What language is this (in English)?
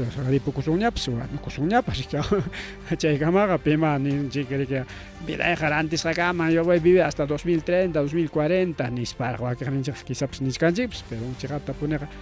Ayacucho Quechua